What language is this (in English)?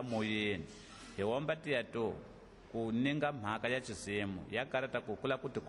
Tsonga